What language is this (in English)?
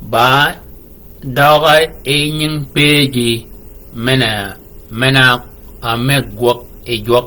Shilluk